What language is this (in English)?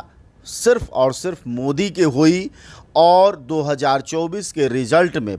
Bhojpuri